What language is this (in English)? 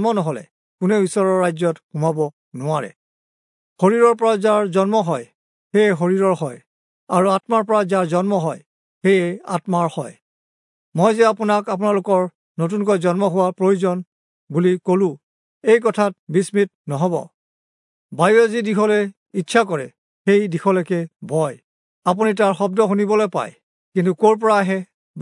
Assamese